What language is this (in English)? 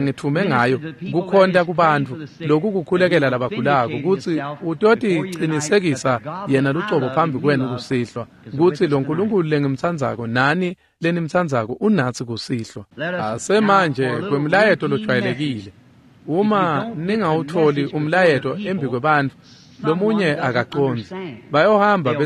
Swati